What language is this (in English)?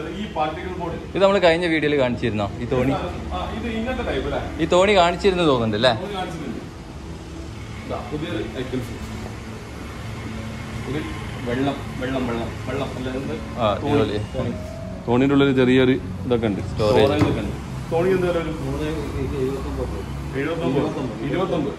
Malayalam